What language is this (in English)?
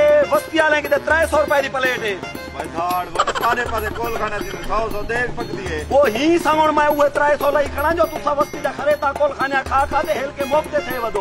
Saraiki